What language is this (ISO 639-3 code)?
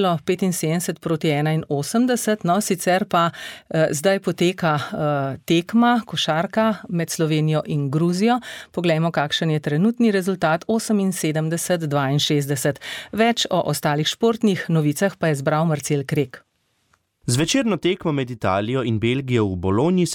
slv